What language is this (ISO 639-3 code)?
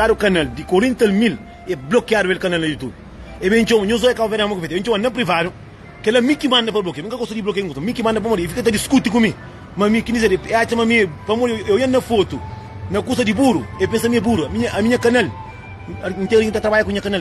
kea